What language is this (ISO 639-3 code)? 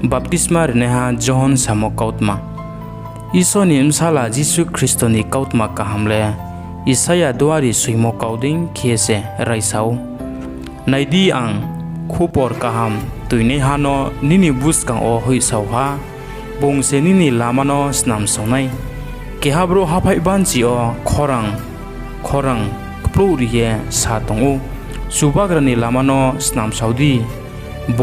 ria